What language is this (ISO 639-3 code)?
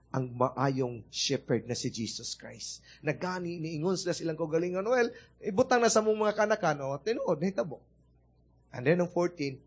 ceb